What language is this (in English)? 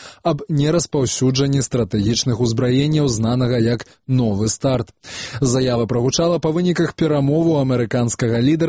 Belarusian